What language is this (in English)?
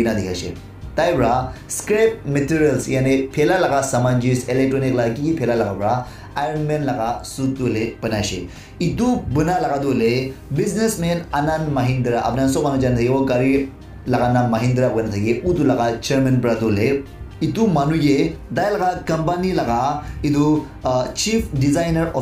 Naga Pidgin